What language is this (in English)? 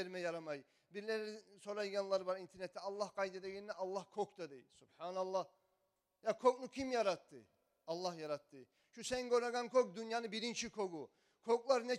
Kumyk